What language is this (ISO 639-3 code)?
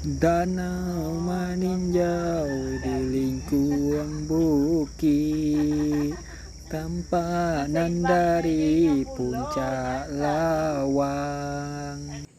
min